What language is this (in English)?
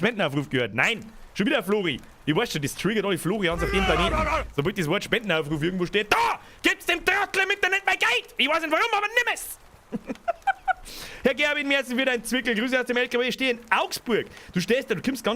Bavarian